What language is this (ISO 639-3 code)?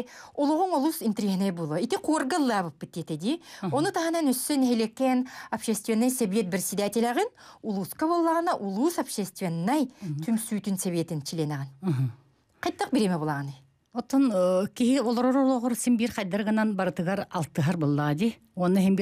sah